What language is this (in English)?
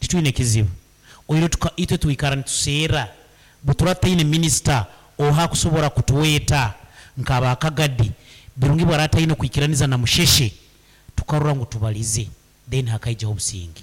Nyankole